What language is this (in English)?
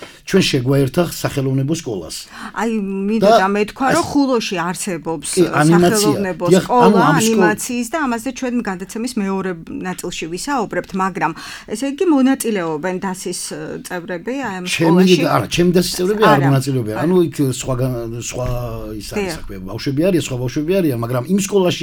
Georgian